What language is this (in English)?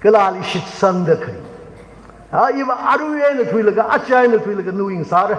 Tangkhul Naga (India)